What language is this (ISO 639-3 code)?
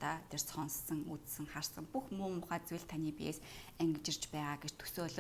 mon